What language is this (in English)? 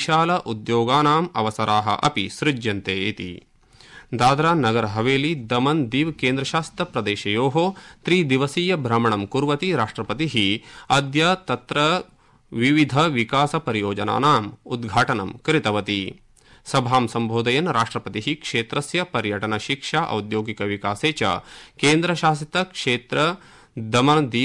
Sanskrit